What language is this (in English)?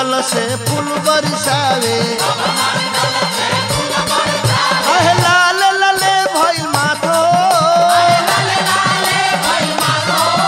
Bhojpuri